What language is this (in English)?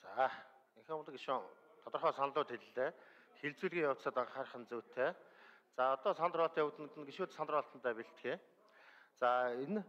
Mongolian